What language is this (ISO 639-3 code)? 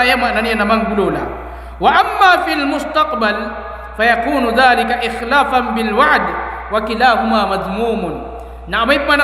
mrw